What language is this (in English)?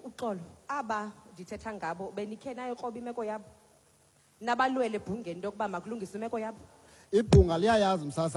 Xhosa